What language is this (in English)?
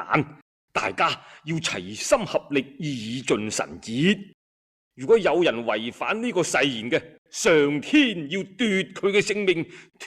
Cantonese